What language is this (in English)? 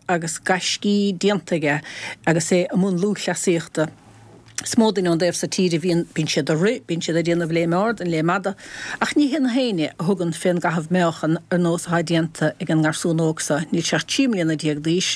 Irish